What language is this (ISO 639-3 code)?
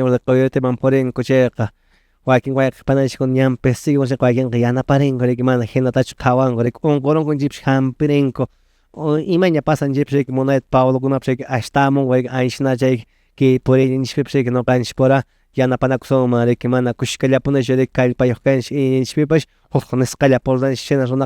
que